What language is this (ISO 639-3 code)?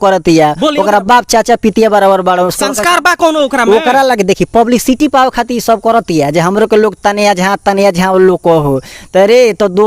bho